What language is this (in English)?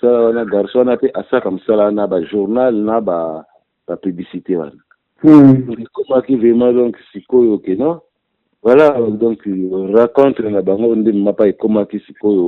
Lingala